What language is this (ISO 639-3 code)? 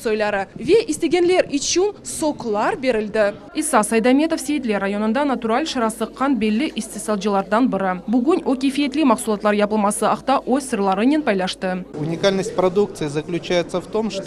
crh